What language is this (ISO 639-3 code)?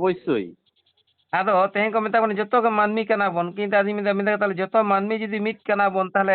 sat